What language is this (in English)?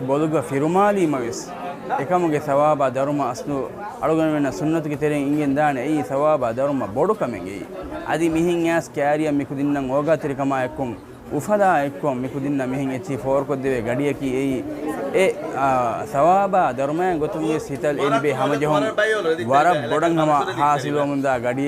Divehi